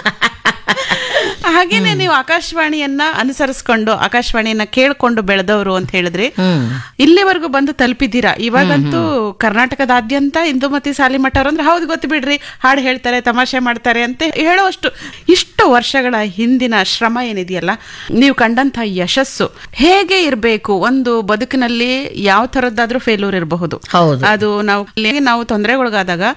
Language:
Kannada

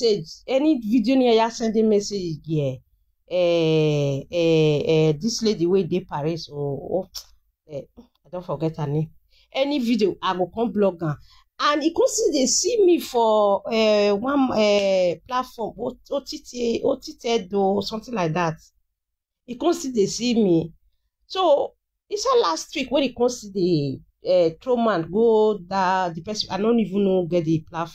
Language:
Nigerian Pidgin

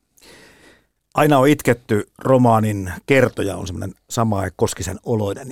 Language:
Finnish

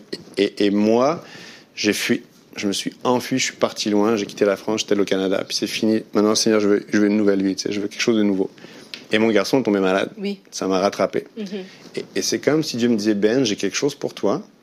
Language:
French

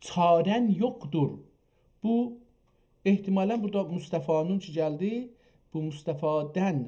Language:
South Azerbaijani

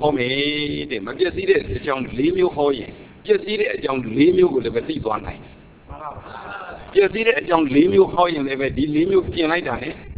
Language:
Burmese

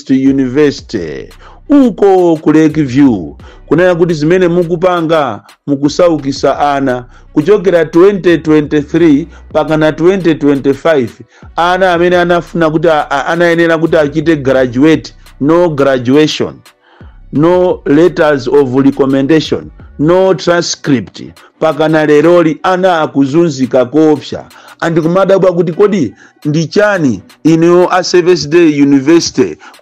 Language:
Nyanja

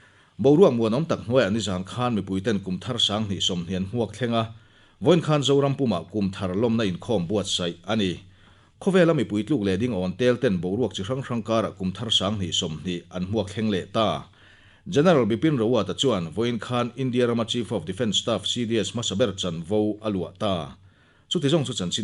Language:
Mizo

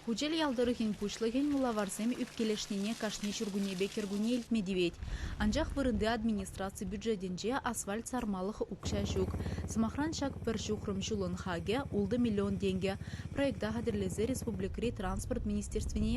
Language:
Chuvash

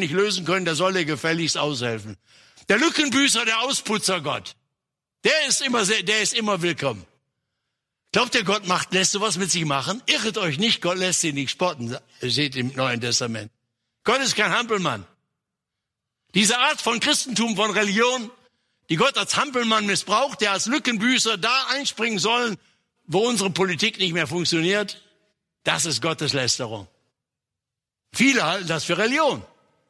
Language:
German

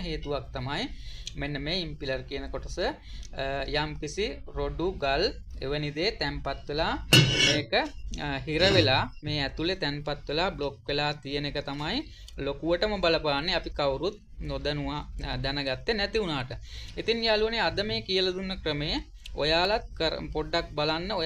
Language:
Sinhala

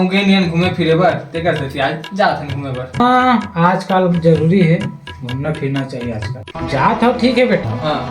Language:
Chhattisgarhi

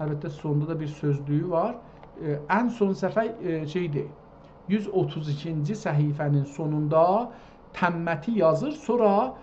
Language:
South Azerbaijani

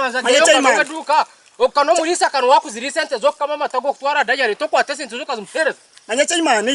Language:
Nyankole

